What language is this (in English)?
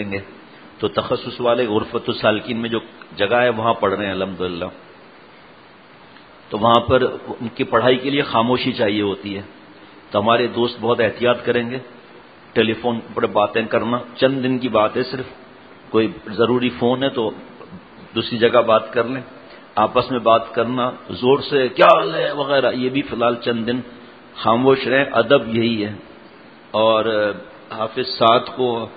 Urdu